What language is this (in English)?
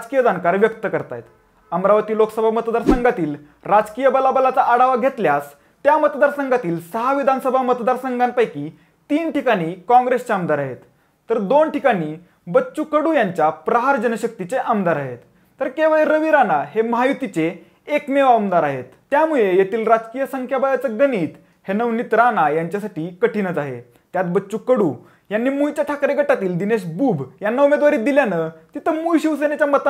Marathi